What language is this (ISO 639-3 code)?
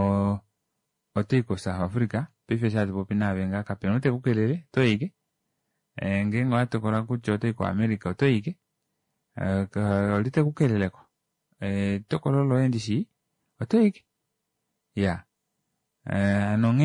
kua